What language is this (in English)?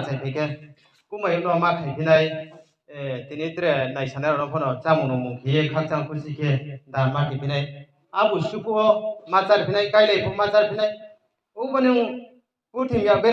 Riang (India)